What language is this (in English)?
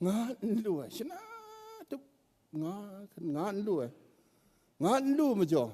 Kachin